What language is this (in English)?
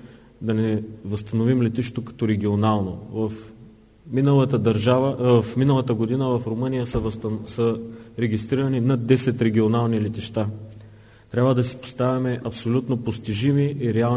Bulgarian